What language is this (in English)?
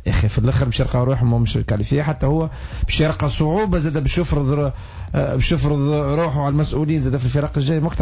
Tunisian Arabic